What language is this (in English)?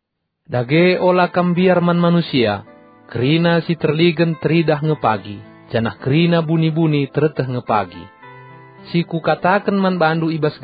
Batak Karo